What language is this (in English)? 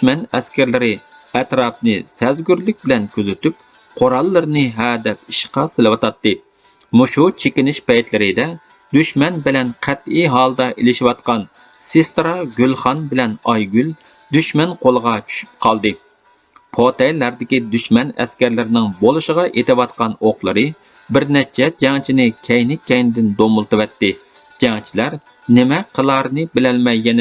Uyghur